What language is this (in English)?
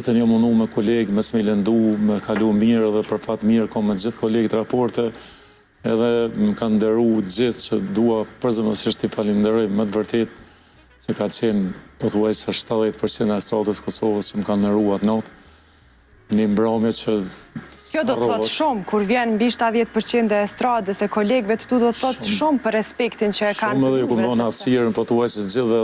Albanian